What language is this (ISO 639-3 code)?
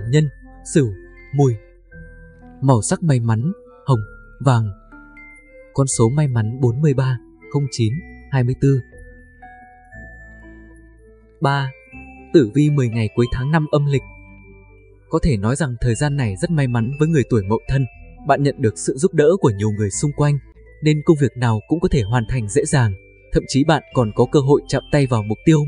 vie